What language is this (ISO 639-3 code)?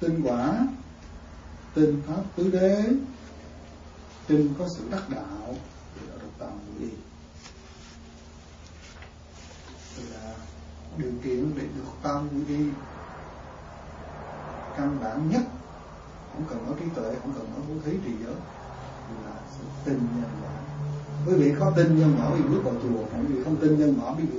vie